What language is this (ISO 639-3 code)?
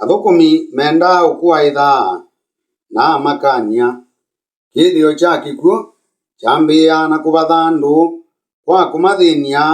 kam